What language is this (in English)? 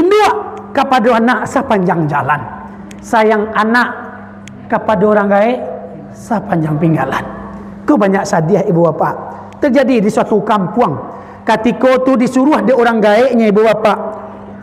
Minangkabau